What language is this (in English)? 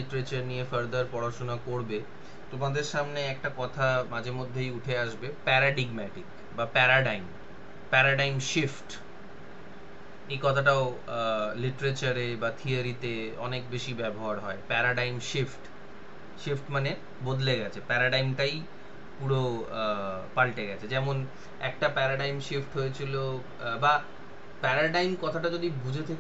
Bangla